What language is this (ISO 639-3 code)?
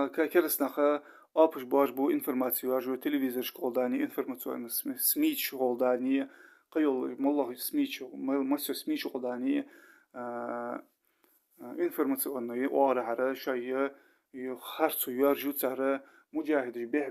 inh